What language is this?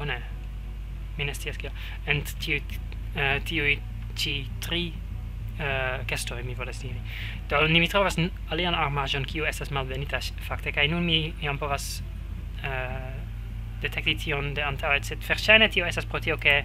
Esperanto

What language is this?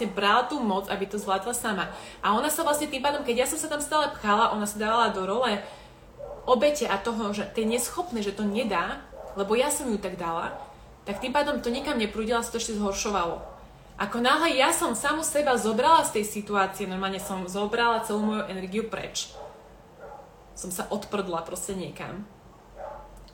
Slovak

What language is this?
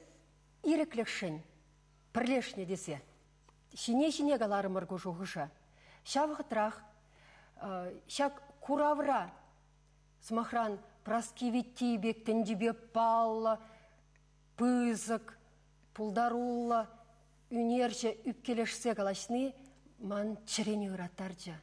Chuvash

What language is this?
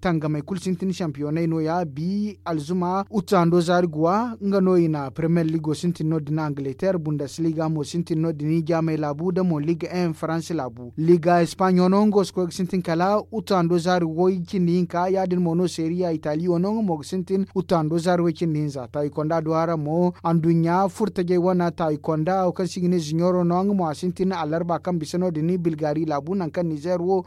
Zarma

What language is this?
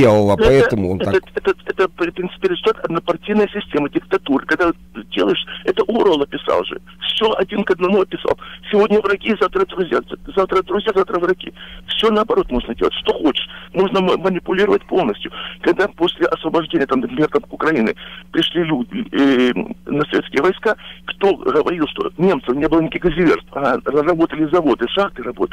Russian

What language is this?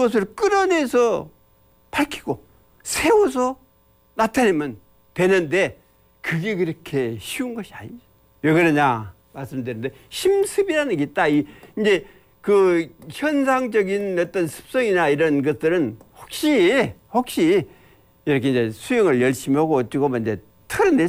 Korean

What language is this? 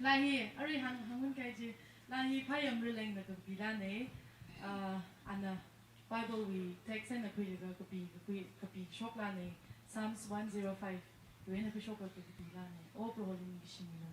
Tangkhul Naga (India)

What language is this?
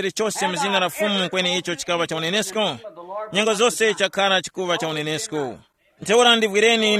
Tumbuka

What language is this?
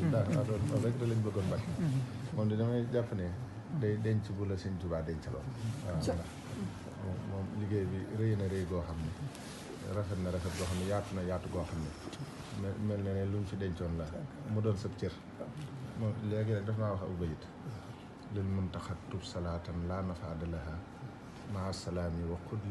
Wolof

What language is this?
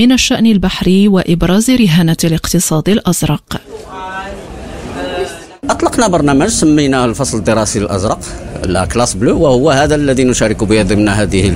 Arabic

